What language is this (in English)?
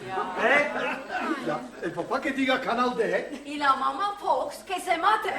Ladino